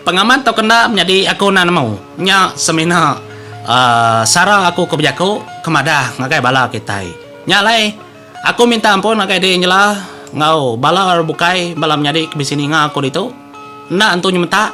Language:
Iban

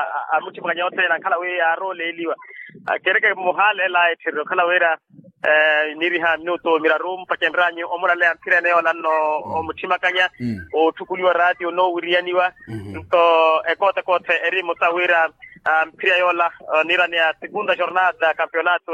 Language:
Makhuwa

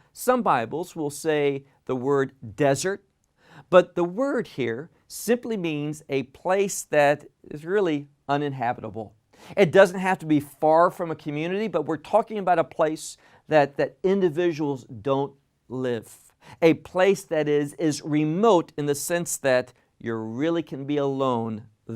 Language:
English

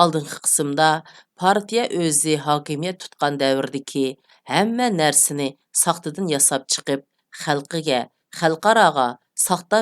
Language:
Uyghur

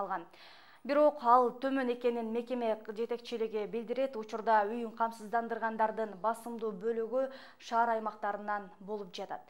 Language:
Kyrgyz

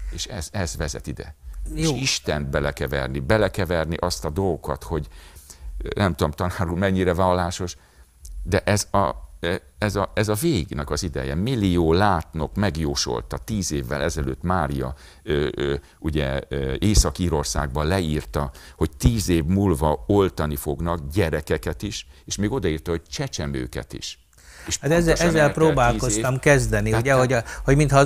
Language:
Hungarian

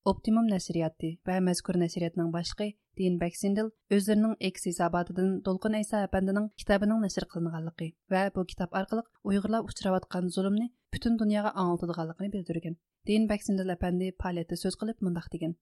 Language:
Uyghur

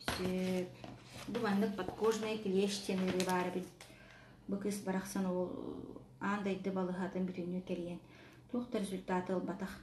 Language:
Yakut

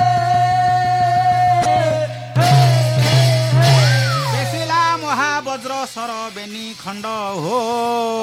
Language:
Odia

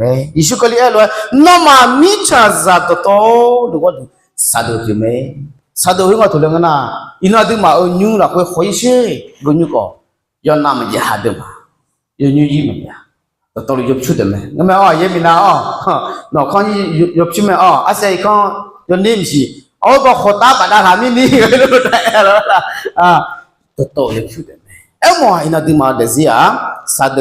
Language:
Akha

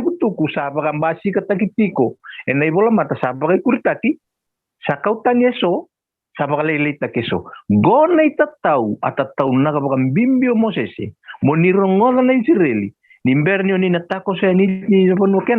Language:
Fijian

